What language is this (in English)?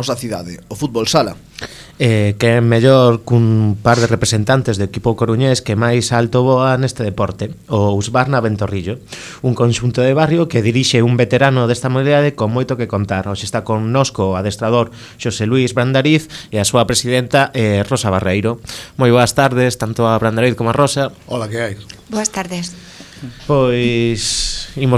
Galician